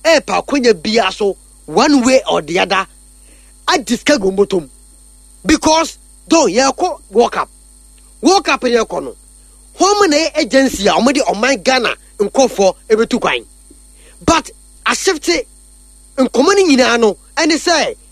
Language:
Akan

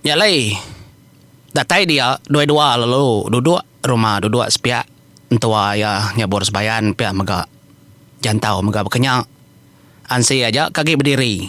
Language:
Iban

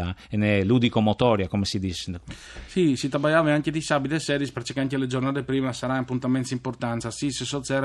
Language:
Friulian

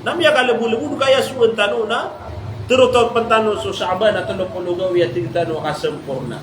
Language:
Maranao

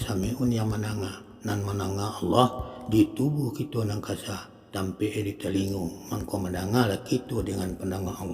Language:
Minangkabau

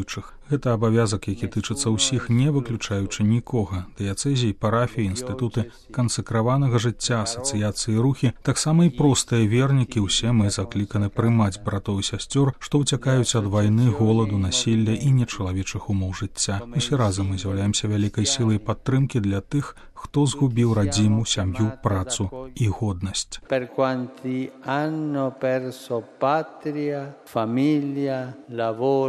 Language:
Belarusian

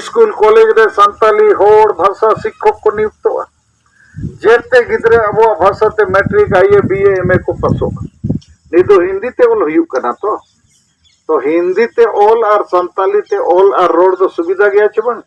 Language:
Santali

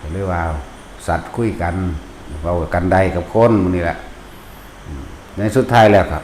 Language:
Northeastern Thai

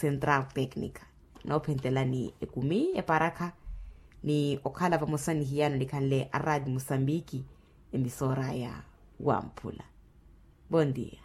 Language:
Makhuwa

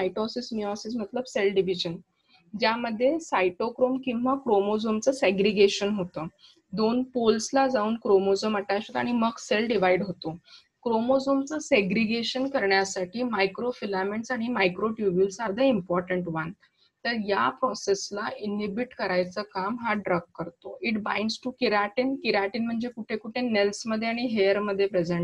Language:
Marathi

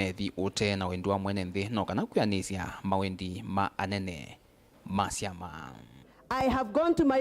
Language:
Kamba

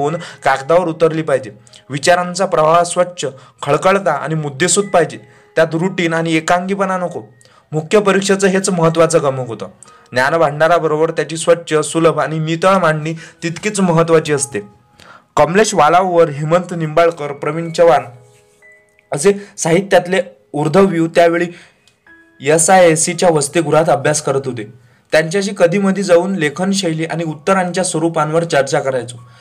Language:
Marathi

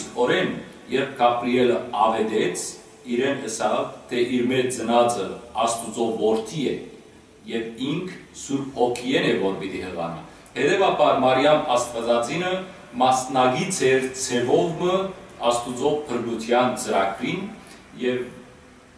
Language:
Western Armenian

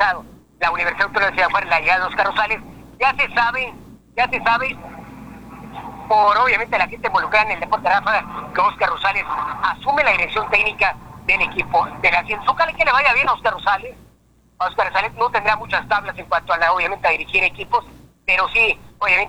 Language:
Spanish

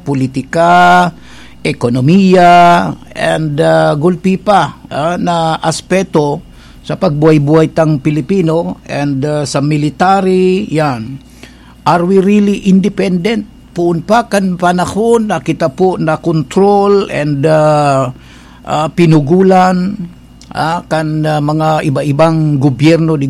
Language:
Bikol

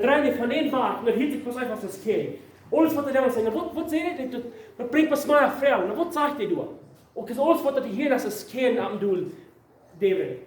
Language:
Plautdietsch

